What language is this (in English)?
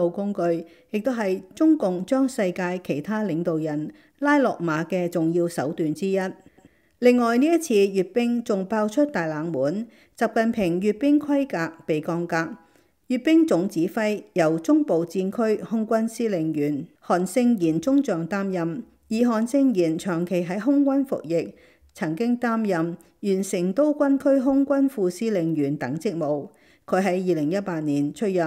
Cantonese